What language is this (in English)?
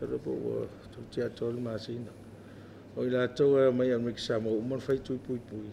Samoan